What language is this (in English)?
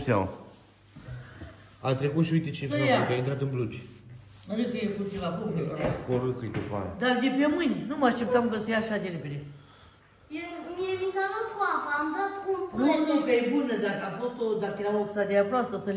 Romanian